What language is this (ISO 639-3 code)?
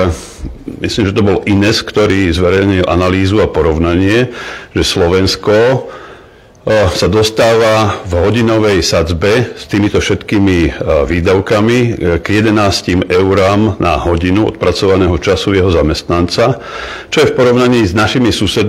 slk